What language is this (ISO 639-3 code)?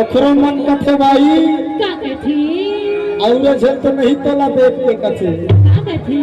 hne